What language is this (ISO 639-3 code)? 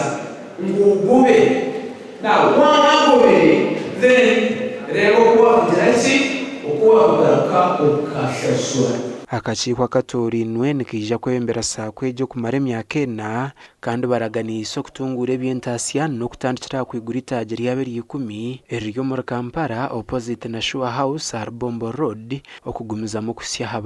nyn